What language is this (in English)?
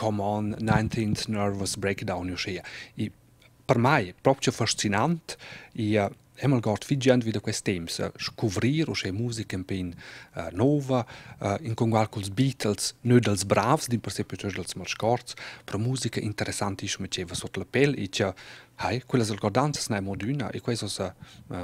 Romansh